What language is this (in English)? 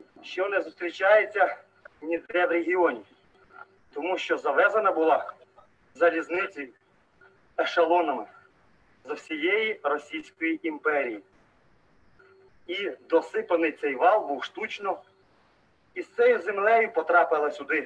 Ukrainian